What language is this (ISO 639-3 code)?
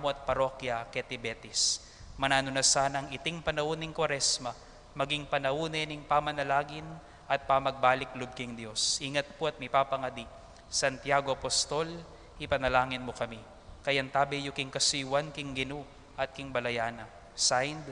pam